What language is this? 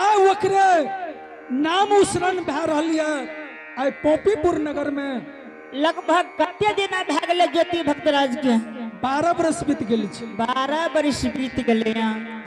Angika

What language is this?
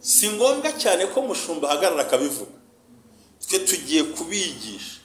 Kinyarwanda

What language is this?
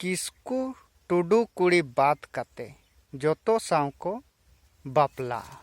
Santali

